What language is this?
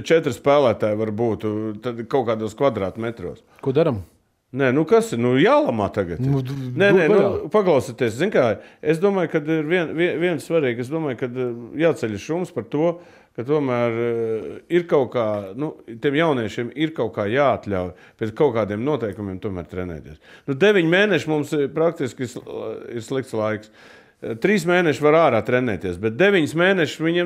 Latvian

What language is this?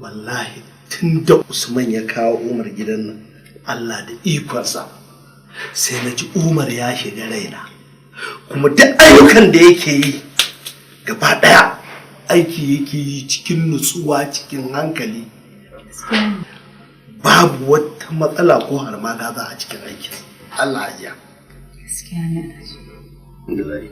Hausa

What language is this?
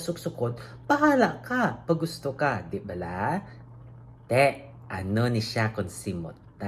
Hiligaynon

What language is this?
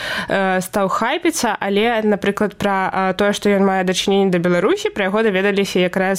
Belarusian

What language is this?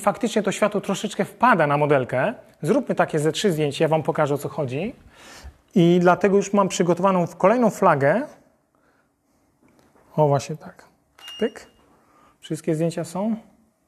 Polish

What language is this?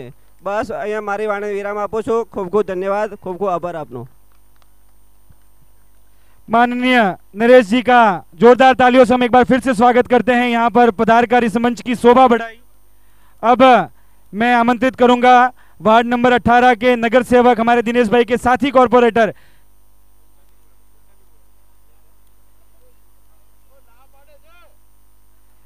Hindi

